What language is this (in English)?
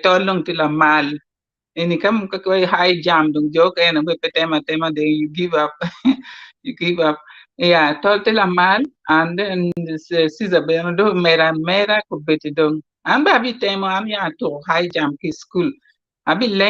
Acoli